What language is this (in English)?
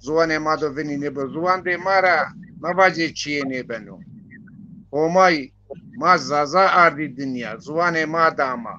Zaza